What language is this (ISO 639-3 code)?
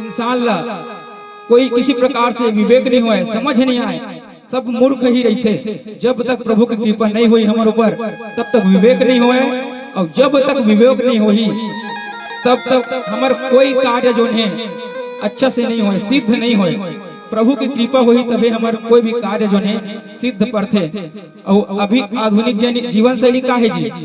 hne